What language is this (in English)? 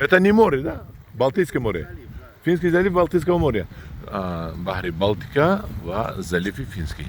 Tajik